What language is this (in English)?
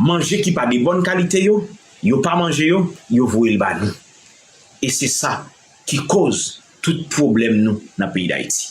Haitian Creole